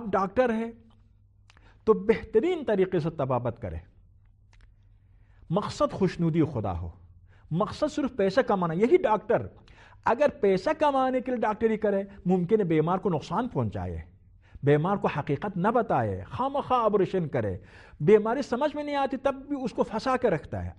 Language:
Urdu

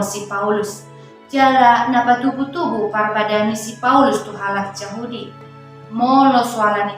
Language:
Batak Toba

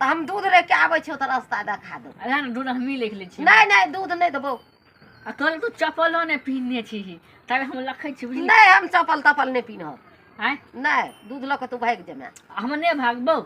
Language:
Maithili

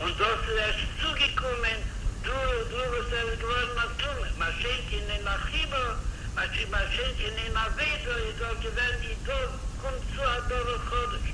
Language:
Yiddish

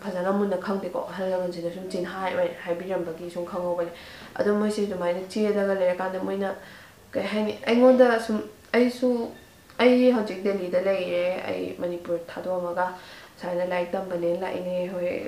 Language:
Manipuri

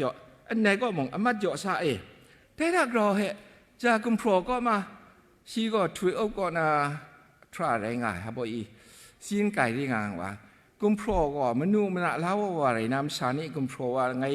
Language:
Kachin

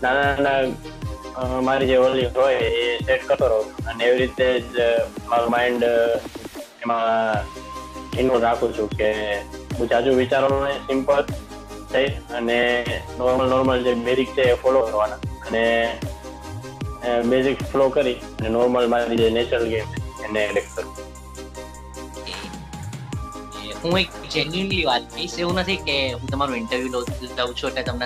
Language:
Gujarati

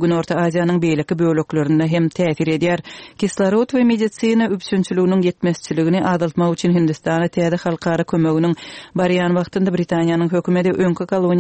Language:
Turkmen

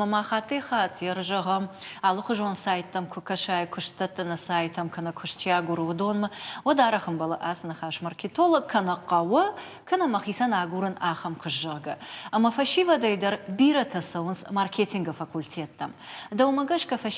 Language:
Ossetic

